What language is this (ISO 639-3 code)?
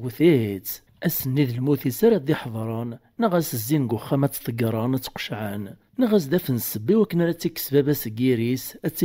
kab